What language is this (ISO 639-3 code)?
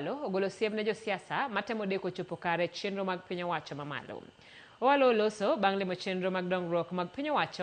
luo